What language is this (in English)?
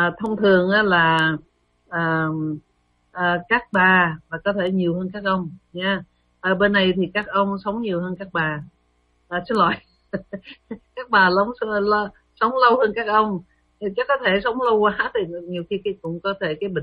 Vietnamese